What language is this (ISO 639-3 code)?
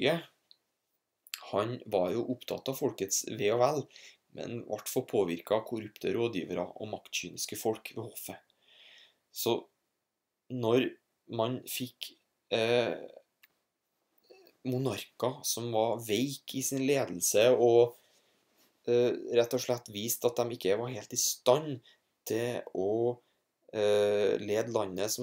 nor